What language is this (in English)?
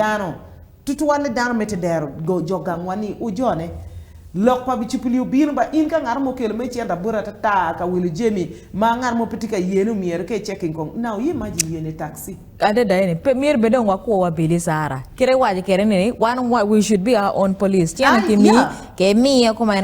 Acoli